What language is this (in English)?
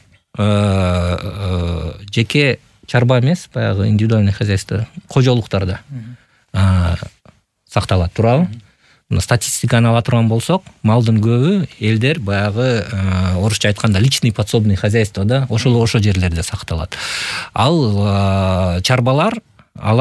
Kyrgyz